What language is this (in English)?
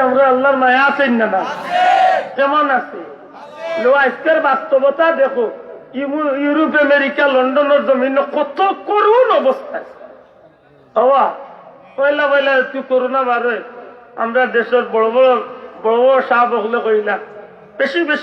Sylheti